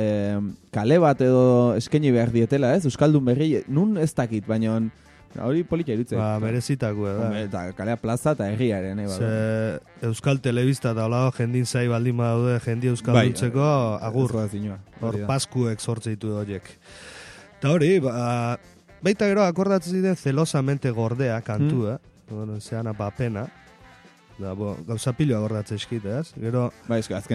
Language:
Basque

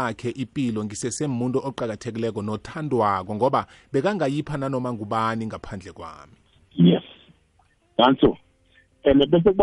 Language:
South Ndebele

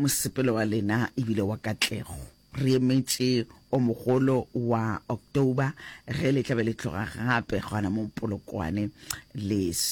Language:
Northern Sotho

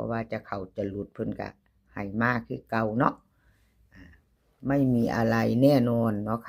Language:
Northeastern Thai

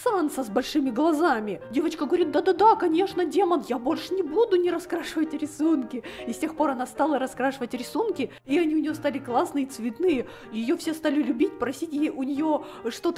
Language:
Russian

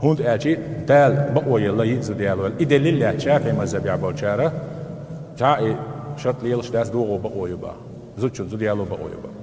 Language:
Chechen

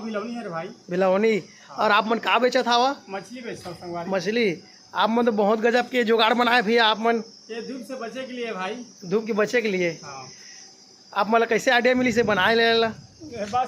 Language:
Chhattisgarhi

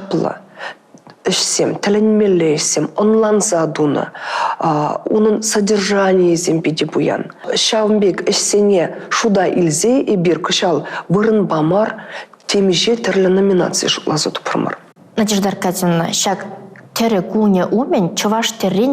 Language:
Chuvash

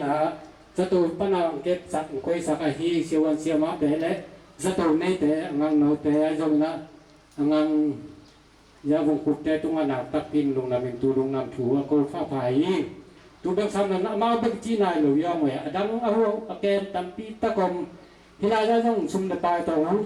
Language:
Tedim Chin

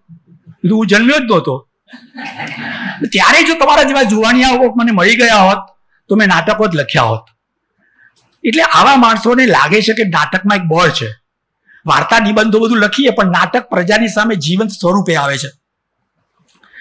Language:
Gujarati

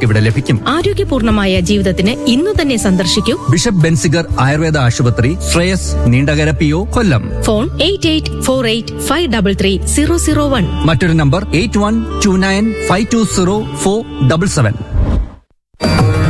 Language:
Malayalam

